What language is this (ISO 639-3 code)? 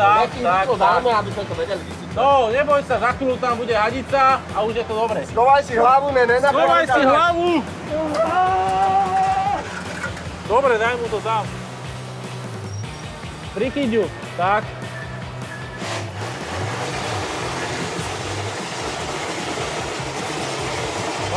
slk